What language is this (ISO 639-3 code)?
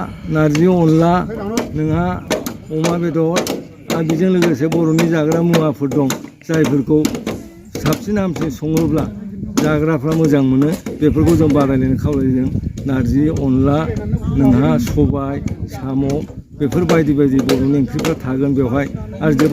brx